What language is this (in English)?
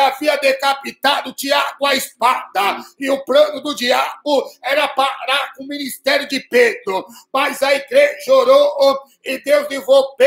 Portuguese